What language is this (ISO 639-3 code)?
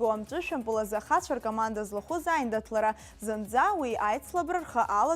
abk